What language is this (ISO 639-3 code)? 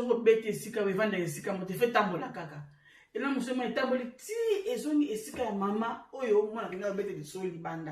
lin